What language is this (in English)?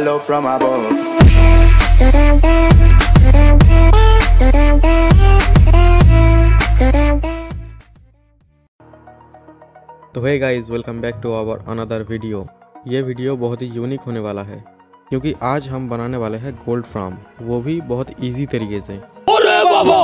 Hindi